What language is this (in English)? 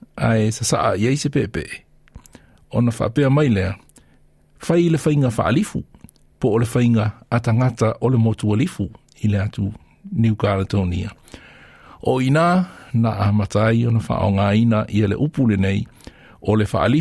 Samoan